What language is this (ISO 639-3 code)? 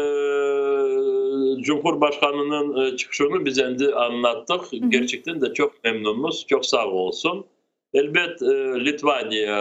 crh